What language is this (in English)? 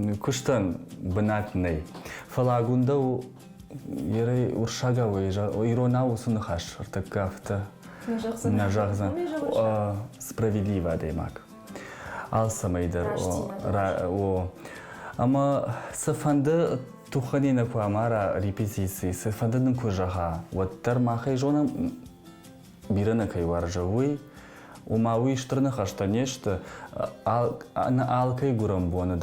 Ossetic